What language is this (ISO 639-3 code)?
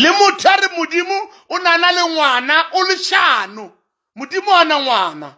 sot